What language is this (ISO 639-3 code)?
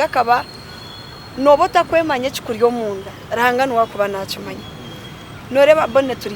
nyn